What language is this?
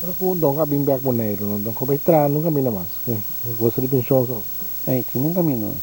Papiamento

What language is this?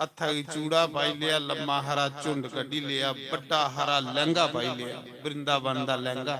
Dogri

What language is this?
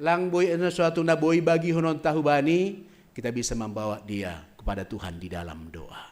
Batak Simalungun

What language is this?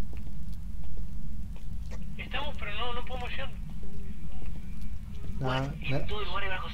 Spanish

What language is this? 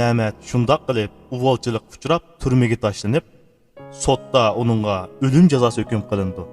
Uyghur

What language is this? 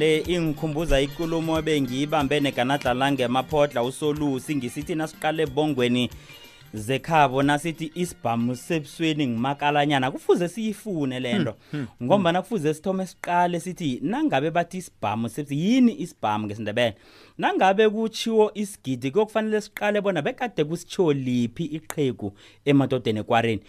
South Ndebele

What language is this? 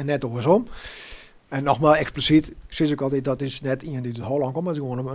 Western Frisian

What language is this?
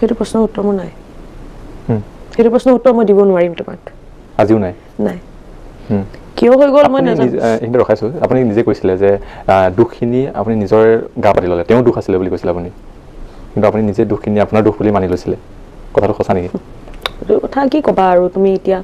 Assamese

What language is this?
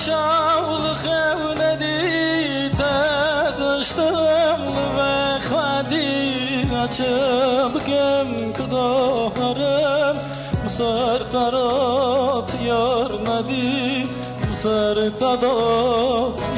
Kurdish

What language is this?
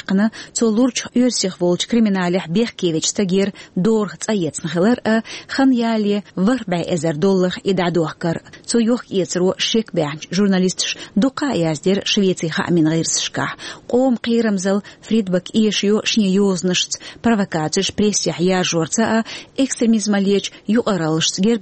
Chechen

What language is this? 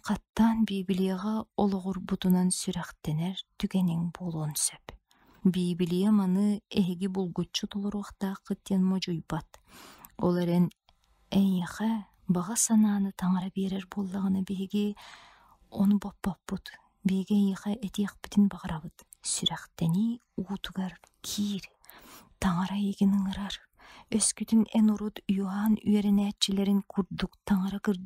Yakut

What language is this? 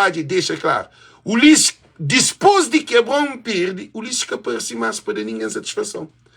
Kabuverdianu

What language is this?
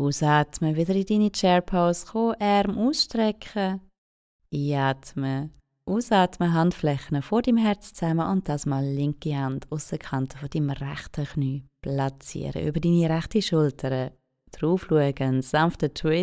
Swiss German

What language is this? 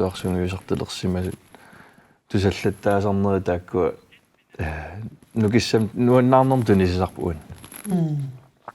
Kalaallisut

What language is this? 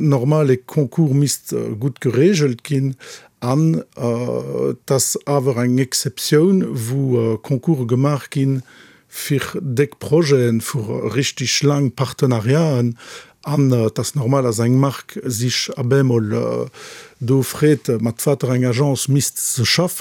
Luxembourgish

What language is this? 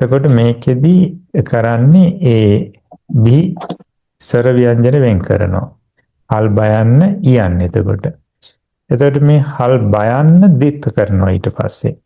Sinhala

